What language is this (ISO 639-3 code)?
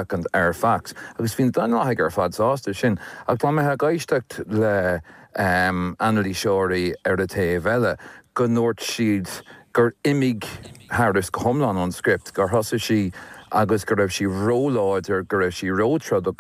gle